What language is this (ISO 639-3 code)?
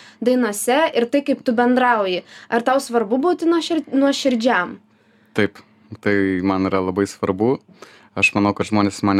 lit